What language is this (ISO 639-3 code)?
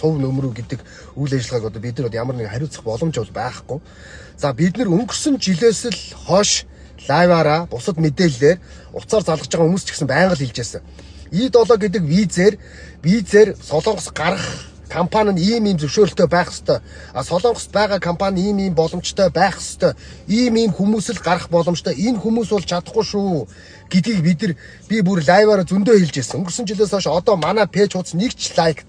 mon